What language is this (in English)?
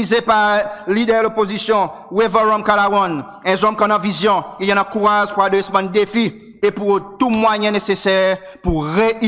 Seselwa Creole French